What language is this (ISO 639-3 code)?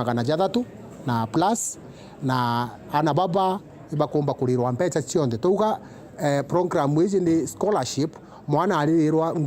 mer